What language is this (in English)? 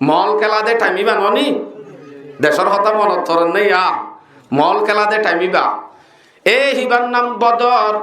Rohingya